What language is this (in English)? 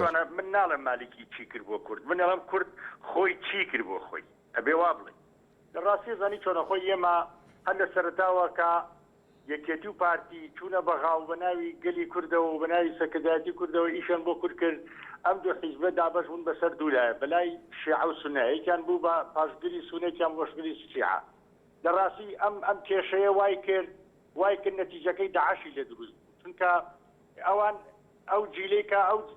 Central Kurdish